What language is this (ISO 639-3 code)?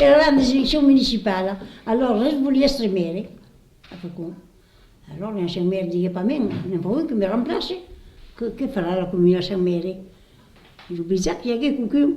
oci